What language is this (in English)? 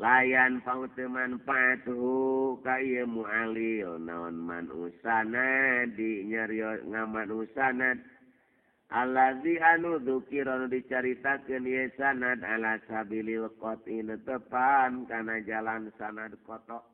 Sundanese